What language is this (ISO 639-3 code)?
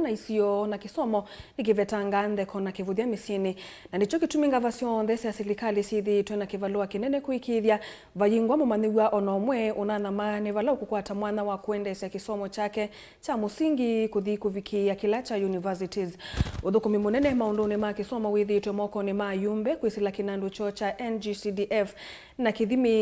kam